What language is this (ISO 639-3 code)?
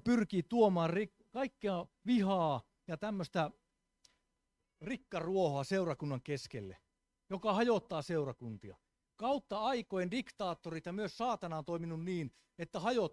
fin